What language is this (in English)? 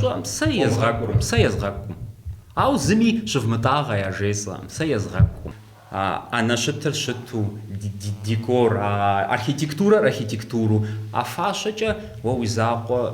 Kabardian